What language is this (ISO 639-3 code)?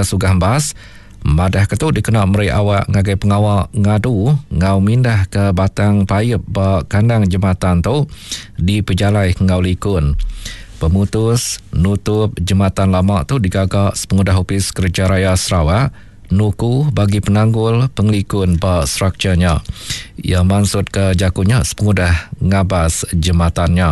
iba